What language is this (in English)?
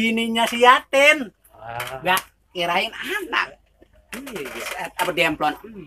Betawi